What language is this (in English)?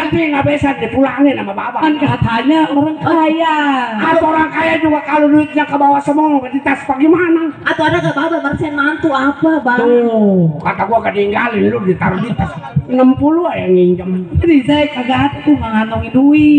Betawi